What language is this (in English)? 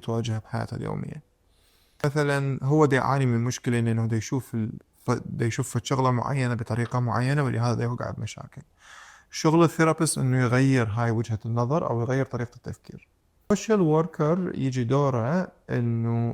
Mesopotamian Arabic